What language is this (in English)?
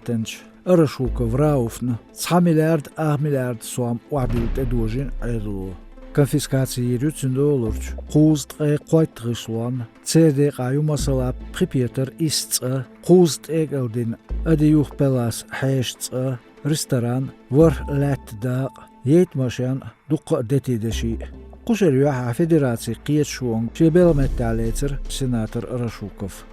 Chechen